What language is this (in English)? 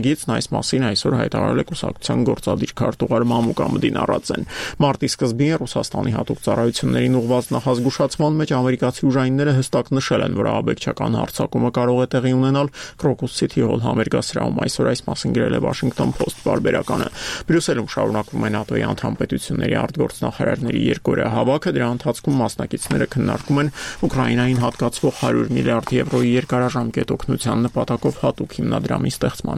Armenian